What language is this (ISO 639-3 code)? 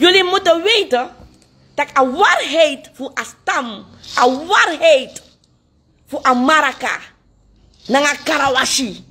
srn